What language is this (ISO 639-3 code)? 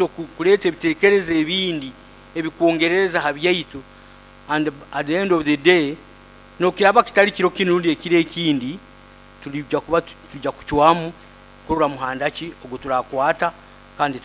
nyo